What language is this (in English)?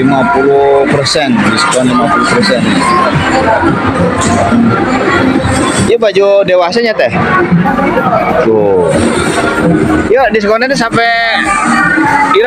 Indonesian